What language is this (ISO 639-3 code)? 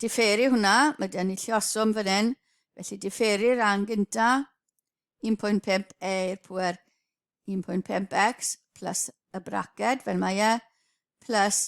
cym